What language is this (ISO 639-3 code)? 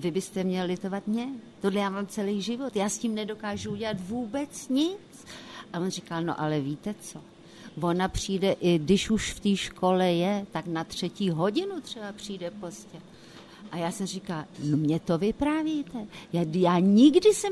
ces